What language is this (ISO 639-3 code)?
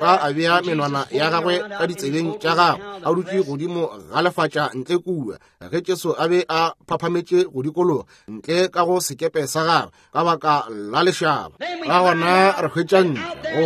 nso